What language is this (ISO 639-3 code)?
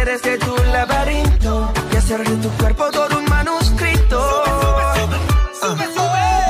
spa